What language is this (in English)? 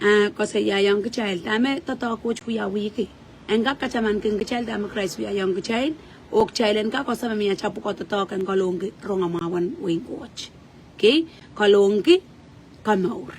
Pohnpeian